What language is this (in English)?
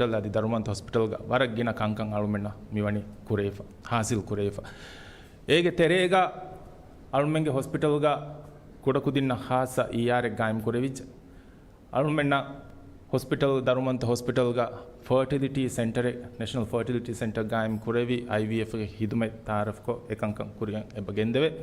Divehi